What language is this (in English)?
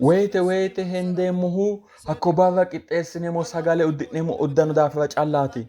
Sidamo